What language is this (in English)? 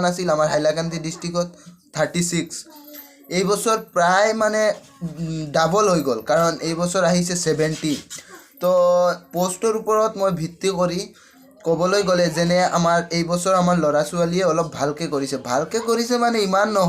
Assamese